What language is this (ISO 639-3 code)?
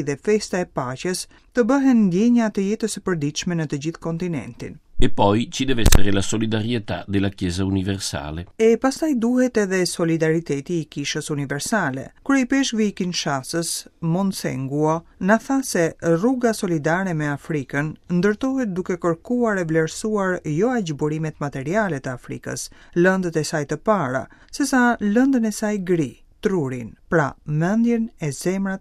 sqi